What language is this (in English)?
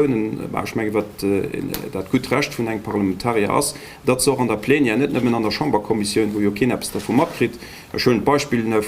Luxembourgish